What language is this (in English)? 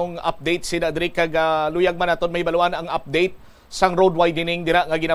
Hiligaynon